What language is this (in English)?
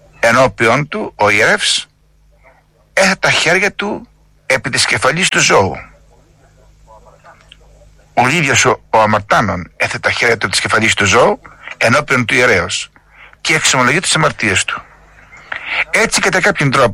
Greek